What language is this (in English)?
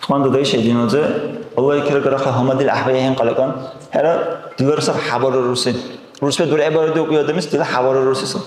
Dargwa